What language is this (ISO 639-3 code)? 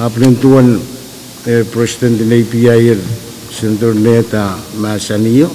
pon